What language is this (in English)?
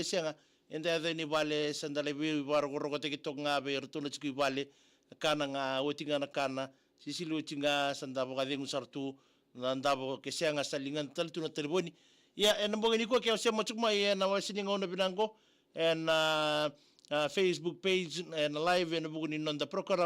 Fijian